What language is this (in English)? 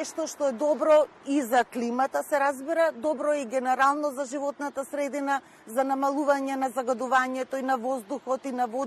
Macedonian